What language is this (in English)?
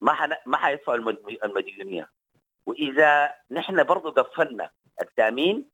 Sudanese Arabic